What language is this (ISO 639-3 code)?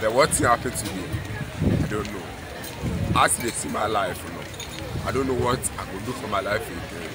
ewe